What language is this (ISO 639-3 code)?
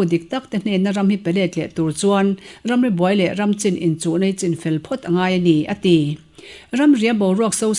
lus